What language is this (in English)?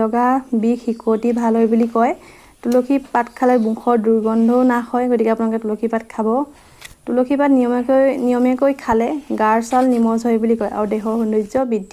Assamese